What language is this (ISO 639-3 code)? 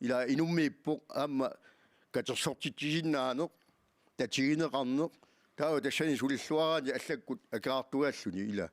kal